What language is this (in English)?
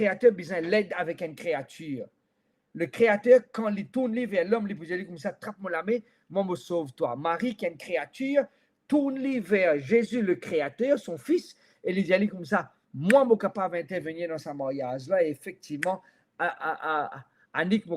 Morisyen